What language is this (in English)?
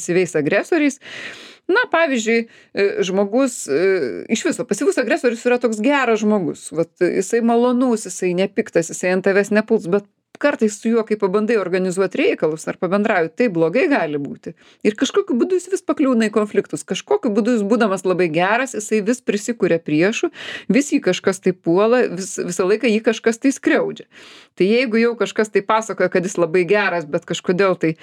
Lithuanian